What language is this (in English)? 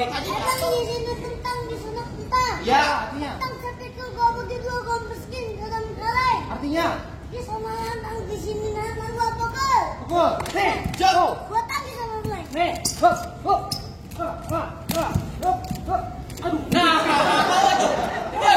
Betawi